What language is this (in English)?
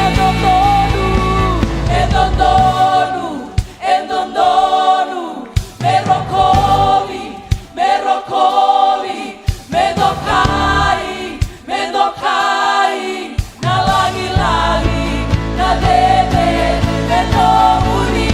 Fijian